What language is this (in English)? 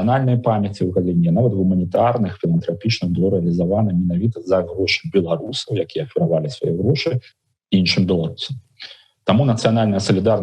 Belarusian